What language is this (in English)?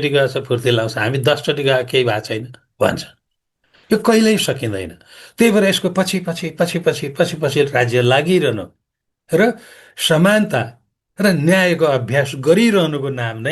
Nepali